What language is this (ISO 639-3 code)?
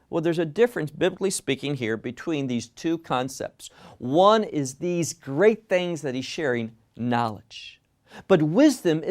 eng